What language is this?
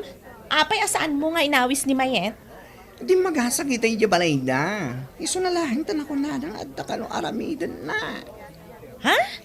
Iloko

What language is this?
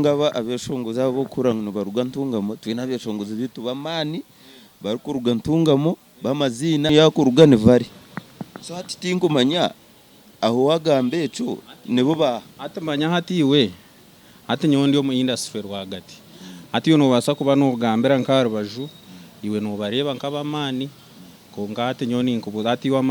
Nyankole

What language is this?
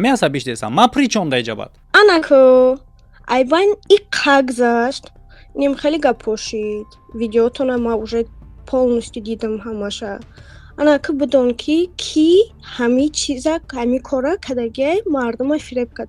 Tajik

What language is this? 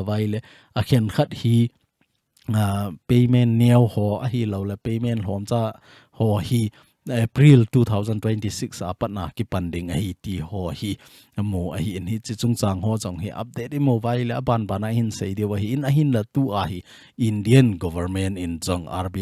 Thado Chin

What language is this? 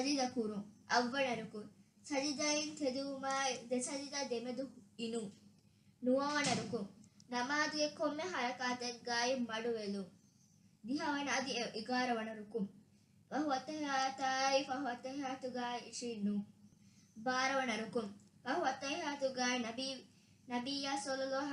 Divehi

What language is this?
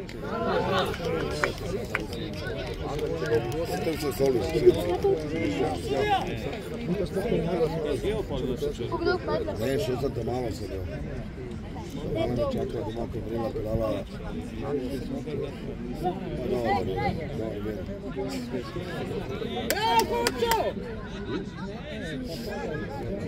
Croatian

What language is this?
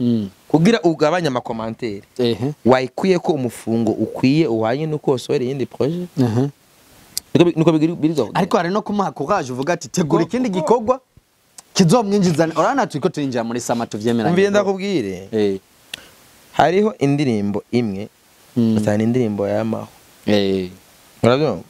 Rundi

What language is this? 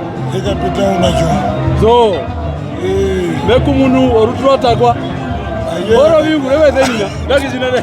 Herero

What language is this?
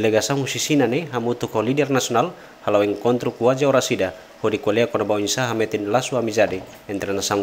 Tetum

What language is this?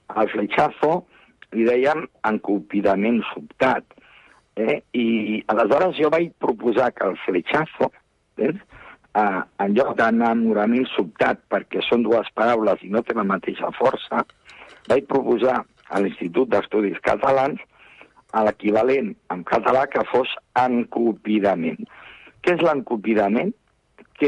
Catalan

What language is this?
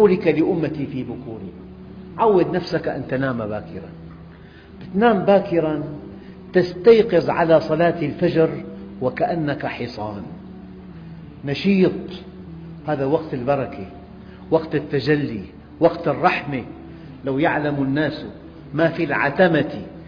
Arabic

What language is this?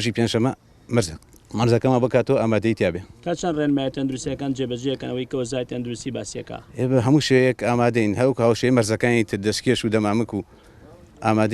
Central Kurdish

